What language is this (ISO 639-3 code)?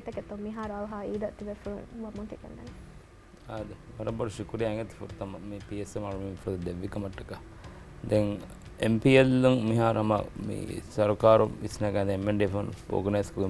div